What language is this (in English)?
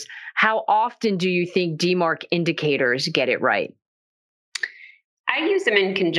English